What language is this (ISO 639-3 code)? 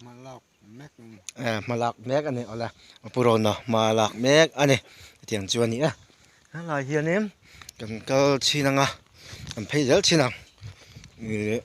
lus